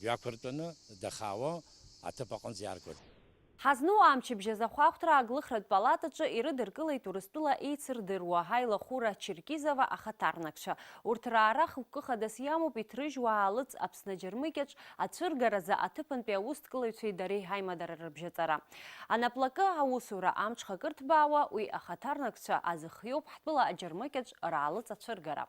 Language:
Abkhazian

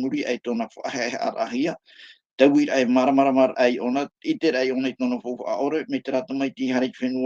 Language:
Tahitian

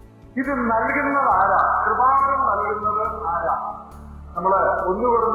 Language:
Malayalam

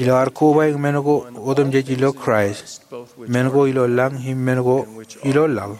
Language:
Marshallese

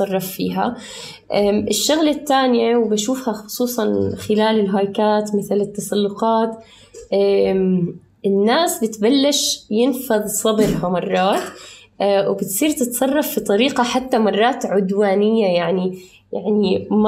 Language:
North Levantine Arabic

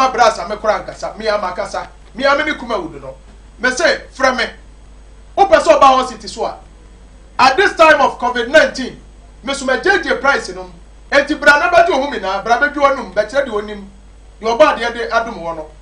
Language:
Akan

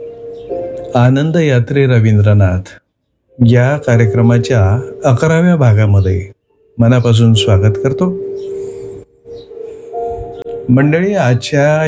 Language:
Marathi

